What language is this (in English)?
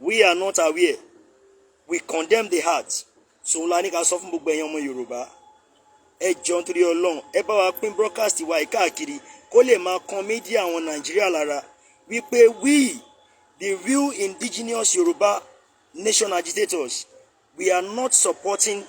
Yoruba